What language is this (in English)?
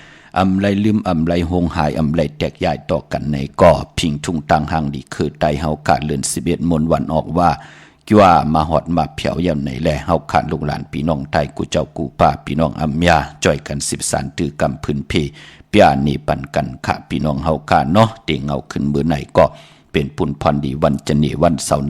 Shan